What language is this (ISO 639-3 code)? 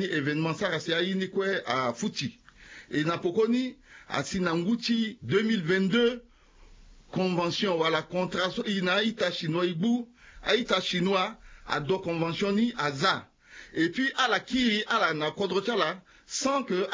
sag